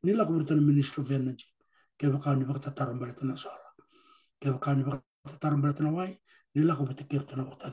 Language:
Fijian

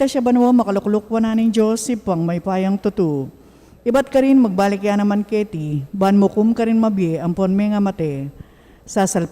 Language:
Pampanga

